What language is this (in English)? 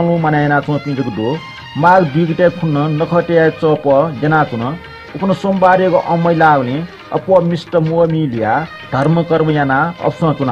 Newari